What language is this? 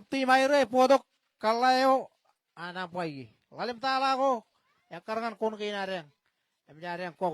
Marshallese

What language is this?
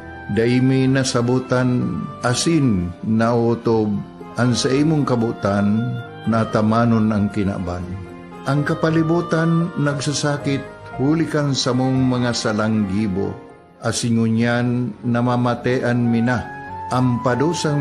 Bikol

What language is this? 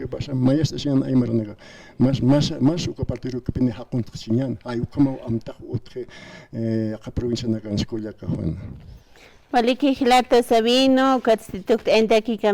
Aymara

